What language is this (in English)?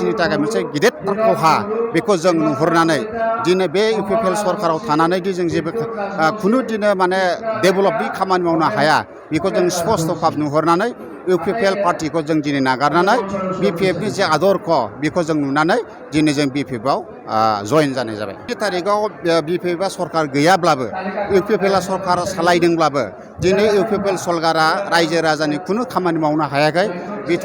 Bodo